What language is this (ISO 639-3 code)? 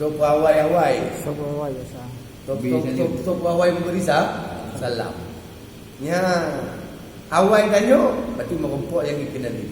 ace